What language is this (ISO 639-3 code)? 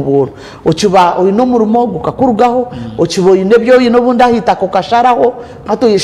nyn